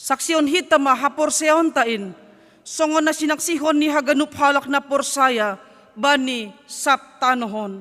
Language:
Batak Simalungun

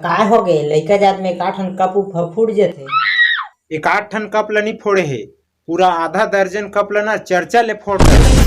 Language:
Chhattisgarhi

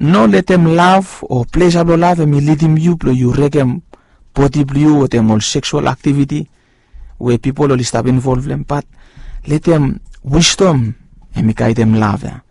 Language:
Bislama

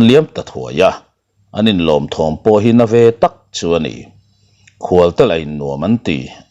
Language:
Mizo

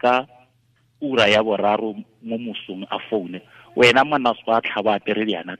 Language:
Tswana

